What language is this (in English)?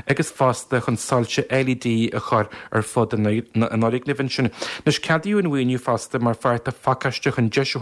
Irish